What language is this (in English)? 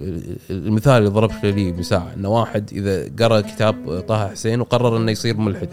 Gulf Arabic